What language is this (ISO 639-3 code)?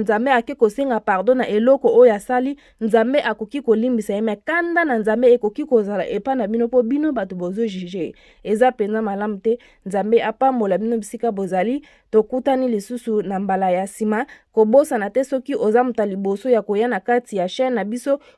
lin